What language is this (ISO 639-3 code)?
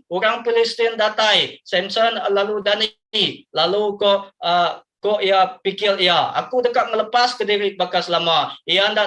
iba